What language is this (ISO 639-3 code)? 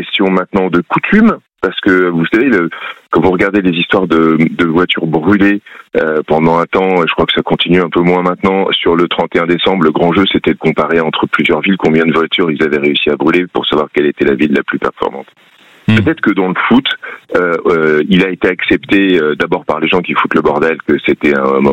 fra